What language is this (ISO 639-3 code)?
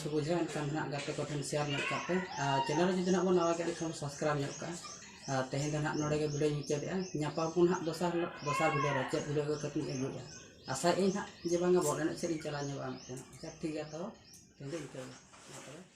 sat